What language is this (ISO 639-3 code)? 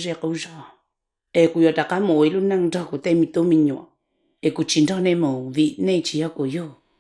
hmn